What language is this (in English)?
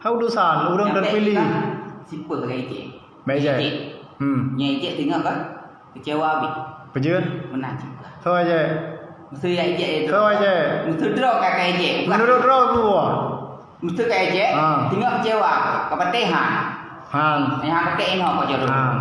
Achinese